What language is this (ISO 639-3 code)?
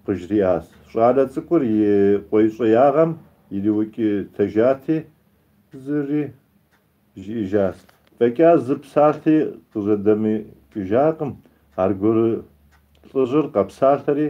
kbd